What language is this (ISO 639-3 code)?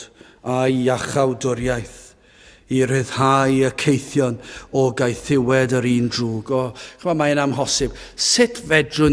cym